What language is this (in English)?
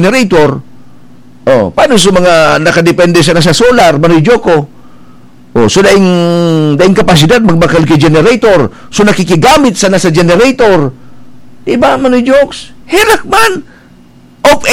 Bikol